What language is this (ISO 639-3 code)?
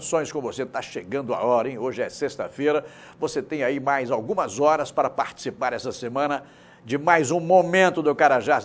por